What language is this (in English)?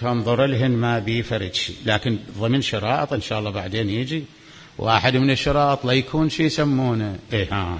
Mesopotamian Arabic